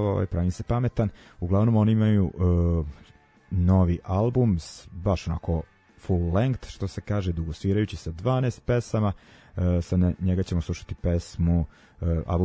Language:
Serbian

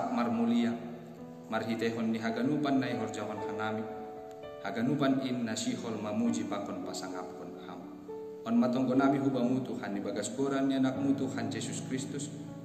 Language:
Batak Simalungun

